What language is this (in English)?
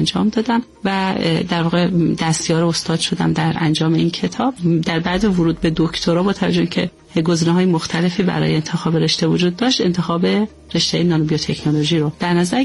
Persian